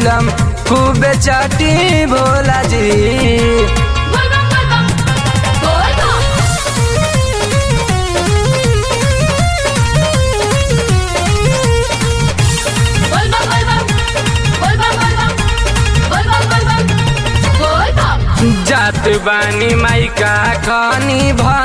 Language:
Bhojpuri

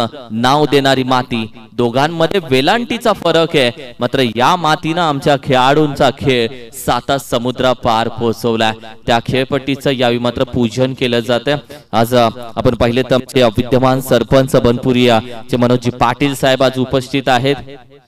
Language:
Marathi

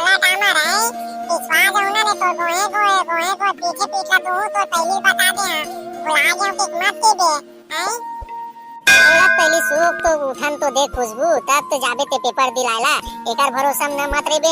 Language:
Chhattisgarhi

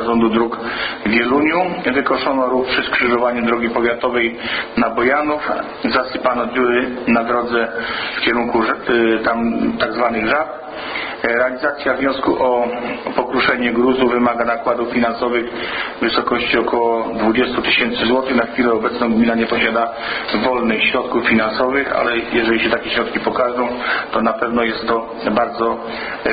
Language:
Polish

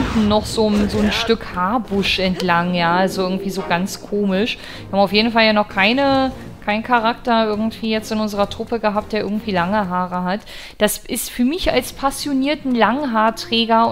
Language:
German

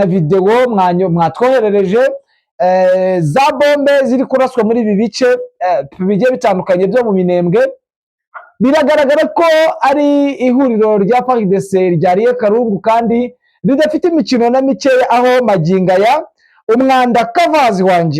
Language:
Kinyarwanda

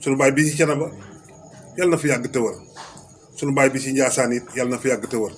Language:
Wolof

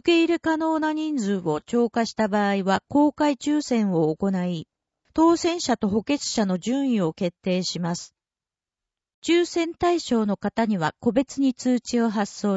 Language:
Japanese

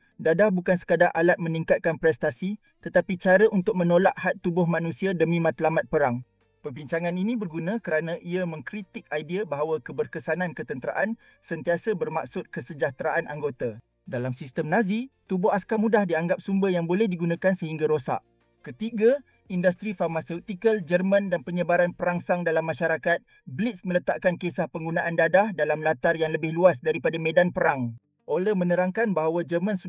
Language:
Malay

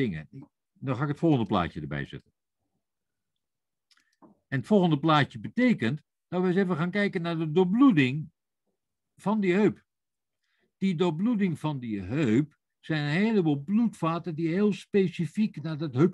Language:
Dutch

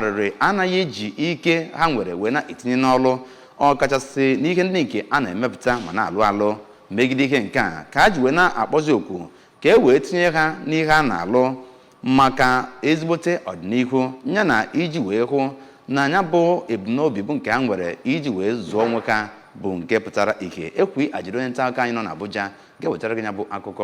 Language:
Igbo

